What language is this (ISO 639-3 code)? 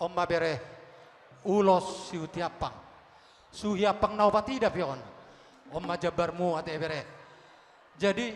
bbc